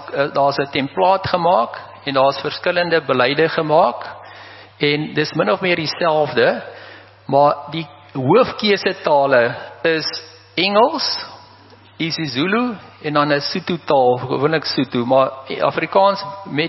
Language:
Afrikaans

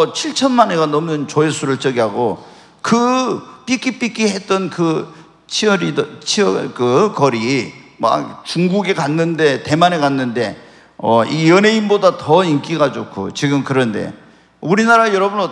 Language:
Korean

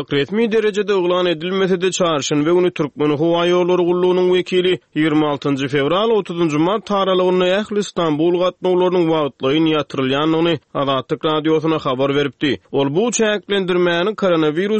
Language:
Turkmen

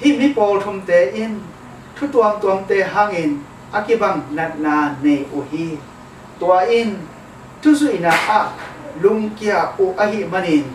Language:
Tedim Chin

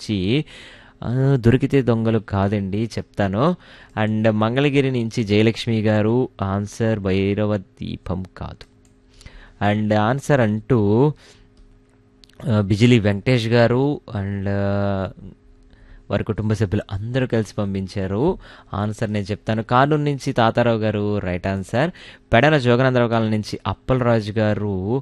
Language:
Telugu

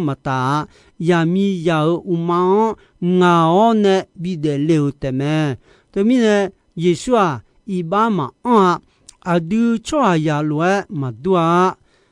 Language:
Akha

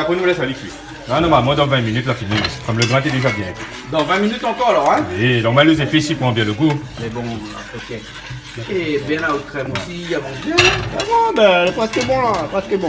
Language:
Réunion Creole French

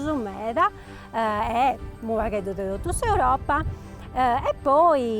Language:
Sardinian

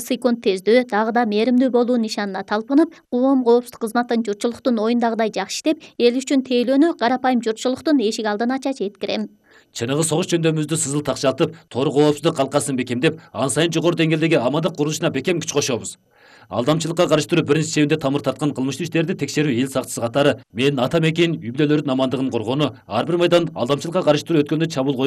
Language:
Kyrgyz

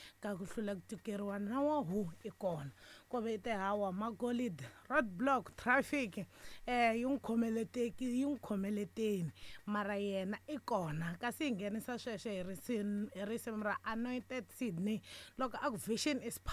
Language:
Tsonga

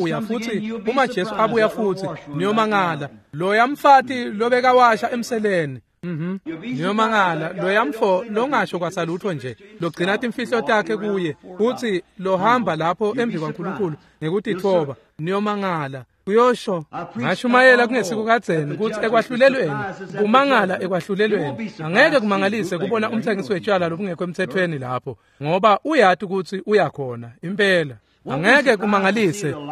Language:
Swati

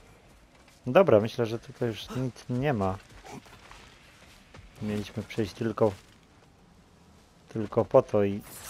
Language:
Polish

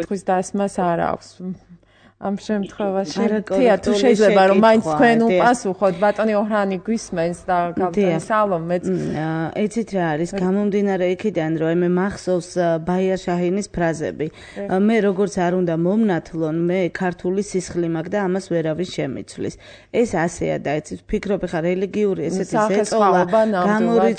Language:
Georgian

